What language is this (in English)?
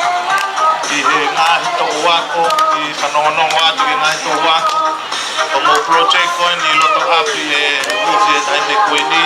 Tongan